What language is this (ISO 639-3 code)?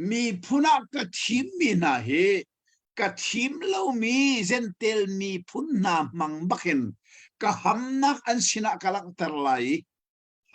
cnh